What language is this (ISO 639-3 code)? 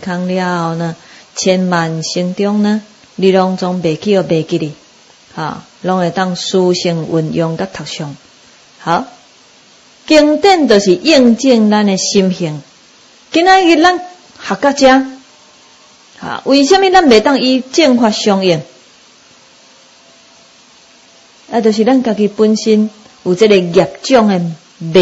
nan